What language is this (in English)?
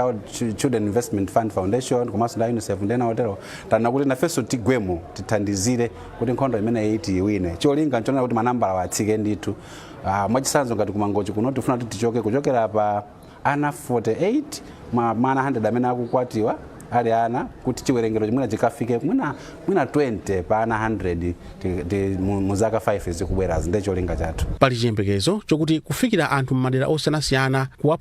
Nyanja